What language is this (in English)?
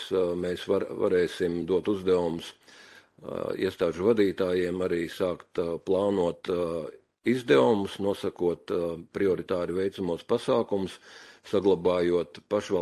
Latvian